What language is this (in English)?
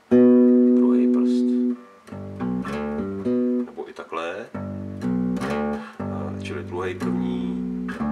Czech